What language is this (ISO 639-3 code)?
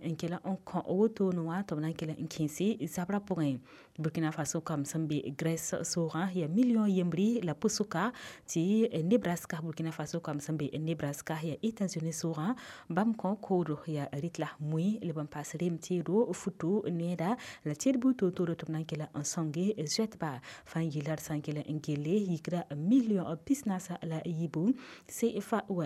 mos